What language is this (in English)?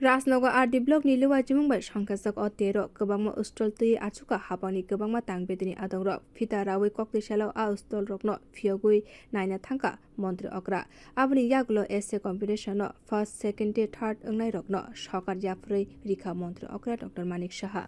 Kok Borok